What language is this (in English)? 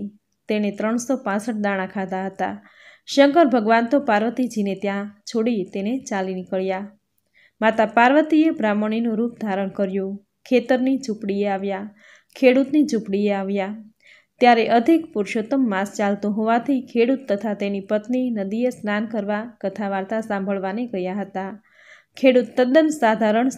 Gujarati